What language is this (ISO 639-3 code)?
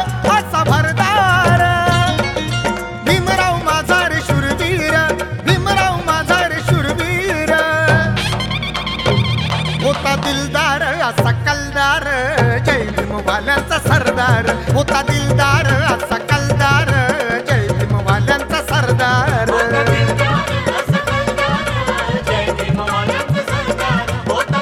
mar